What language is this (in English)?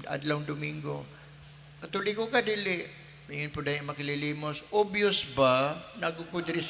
Cebuano